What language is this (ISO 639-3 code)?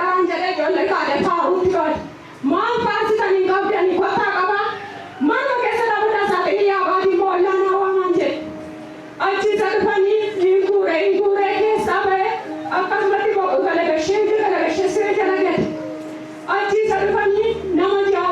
orm